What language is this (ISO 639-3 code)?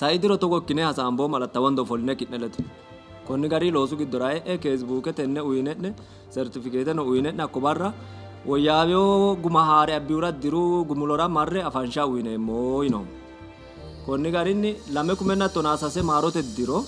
sid